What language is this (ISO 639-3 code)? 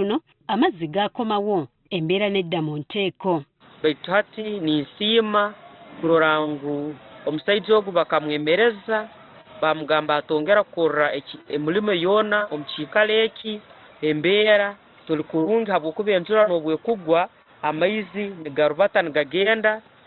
lug